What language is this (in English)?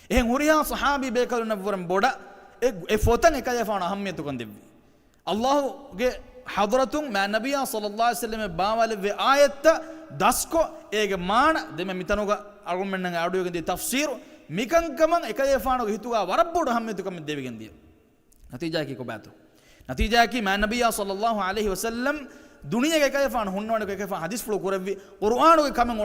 Divehi